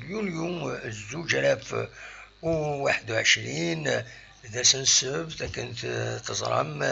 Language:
Kabyle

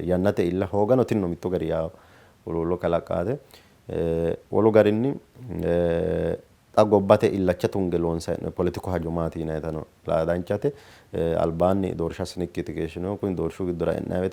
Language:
Sidamo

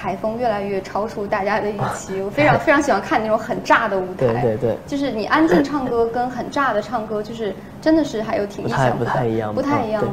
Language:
Chinese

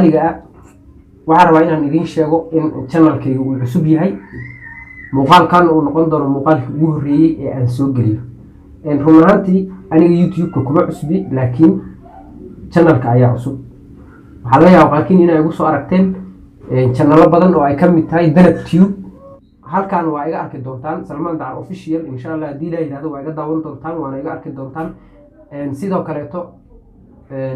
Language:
Somali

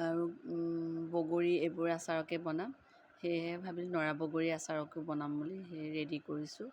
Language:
Assamese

